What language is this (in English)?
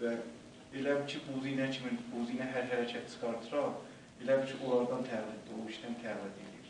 South Azerbaijani